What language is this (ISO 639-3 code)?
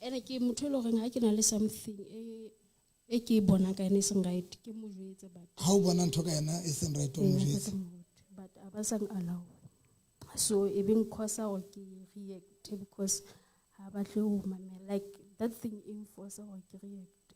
sot